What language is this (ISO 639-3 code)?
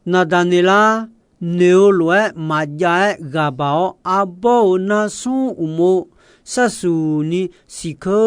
ahk